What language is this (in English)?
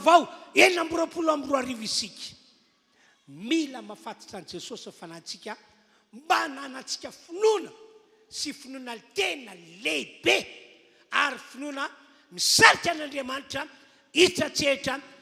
Malagasy